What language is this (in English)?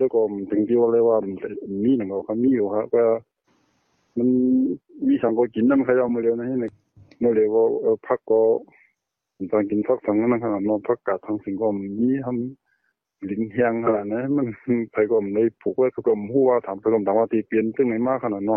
Thai